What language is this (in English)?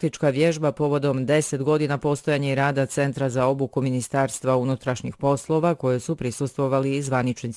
Bosnian